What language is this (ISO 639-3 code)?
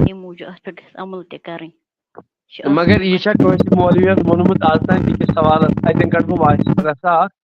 kas